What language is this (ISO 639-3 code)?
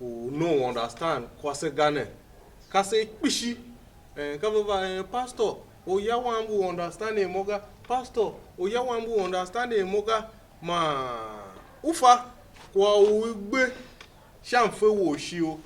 tiv